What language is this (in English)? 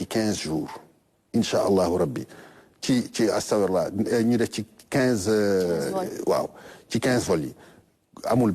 Wolof